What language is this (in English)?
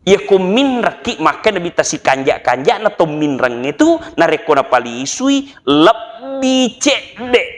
Buginese